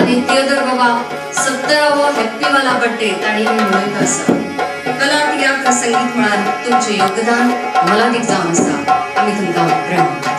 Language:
Konkani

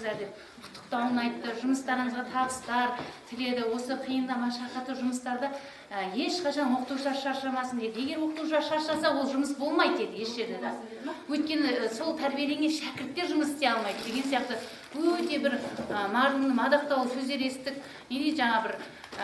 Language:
Kazakh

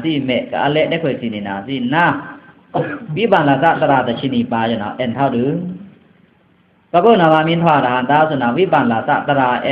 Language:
Pa'o Karen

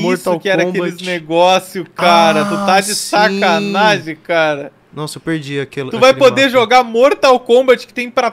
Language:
Portuguese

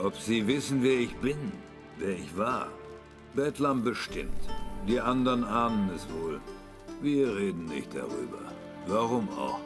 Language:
Swiss German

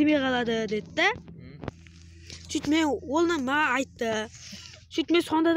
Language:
Kara-Kalpak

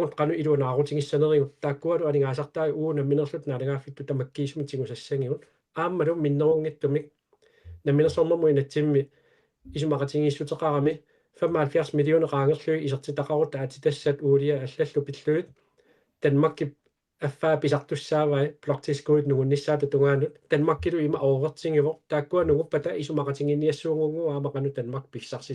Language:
Kalaallisut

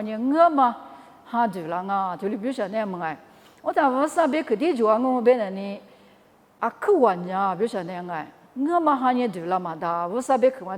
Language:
Lisu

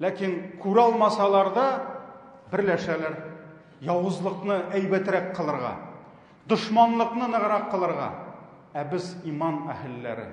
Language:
Tatar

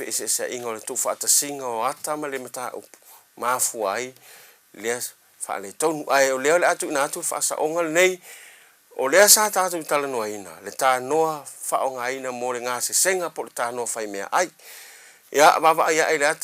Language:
Samoan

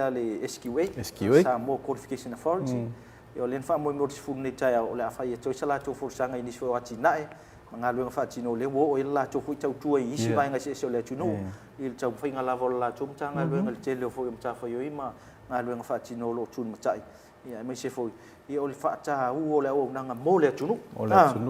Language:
Samoan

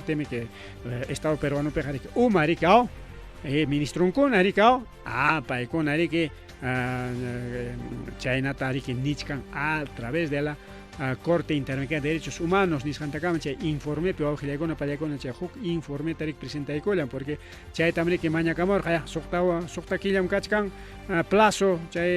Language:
Ayacucho Quechua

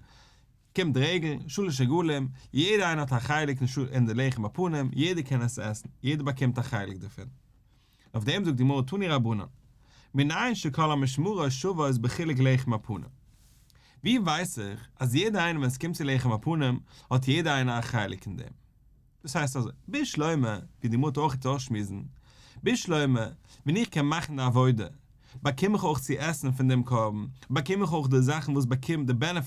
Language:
Yiddish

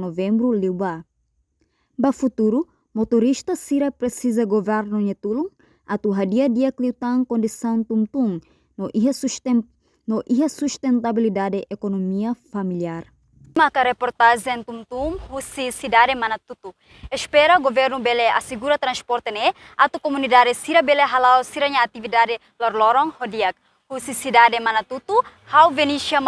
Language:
Tetum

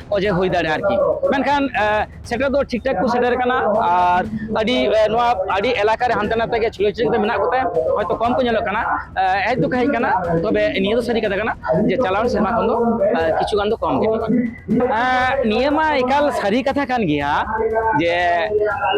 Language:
Santali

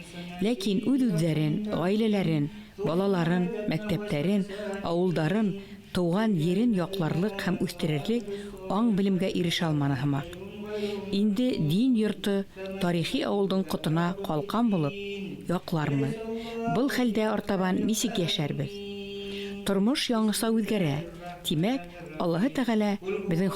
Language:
Bashkir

